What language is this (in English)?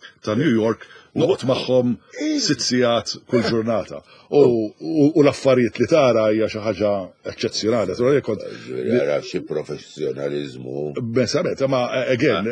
Maltese